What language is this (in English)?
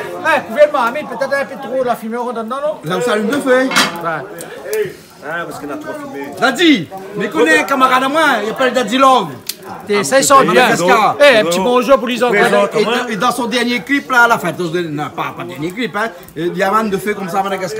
Réunion Creole French